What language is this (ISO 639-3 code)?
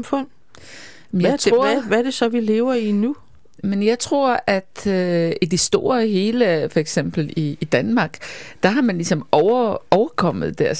dan